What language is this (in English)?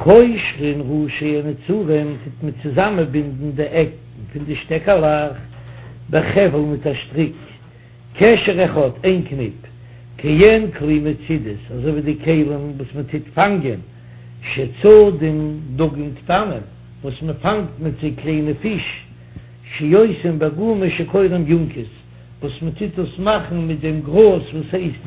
Yiddish